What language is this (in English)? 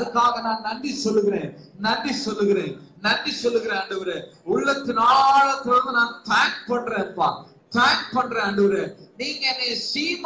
Tamil